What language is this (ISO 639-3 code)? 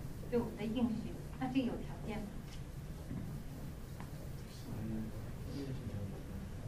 zho